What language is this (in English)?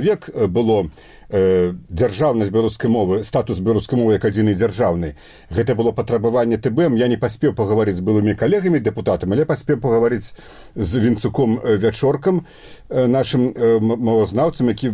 Belarusian